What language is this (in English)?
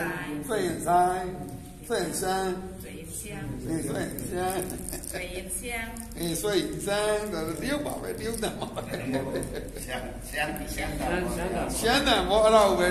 Burmese